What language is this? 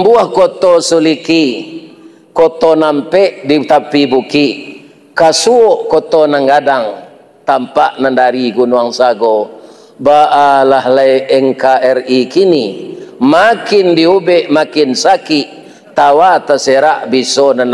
Minangkabau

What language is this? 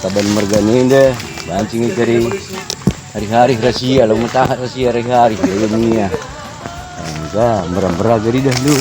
Batak Karo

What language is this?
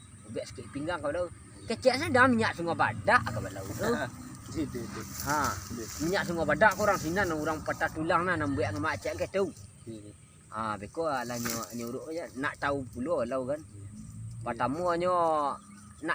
Minangkabau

